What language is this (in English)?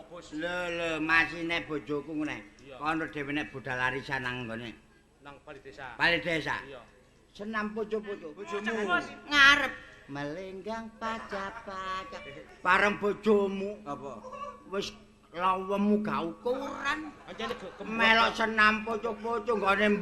Javanese